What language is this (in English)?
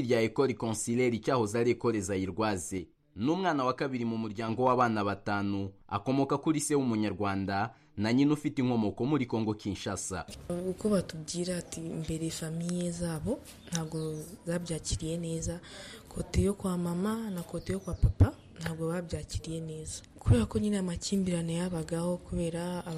Kinyarwanda